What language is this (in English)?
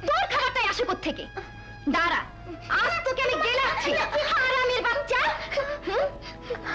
Bangla